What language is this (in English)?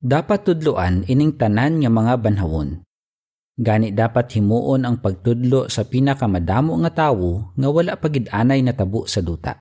Hiligaynon